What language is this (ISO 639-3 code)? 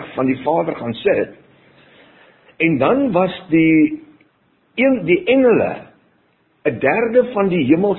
afr